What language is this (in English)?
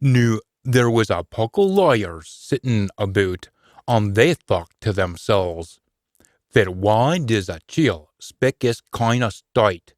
Scots